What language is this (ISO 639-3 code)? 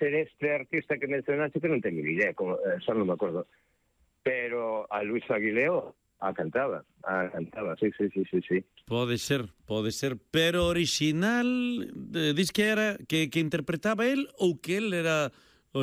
glg